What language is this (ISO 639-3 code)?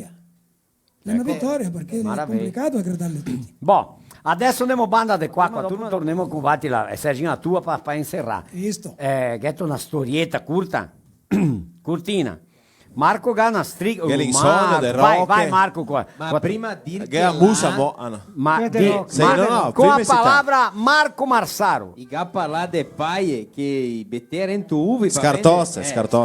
vec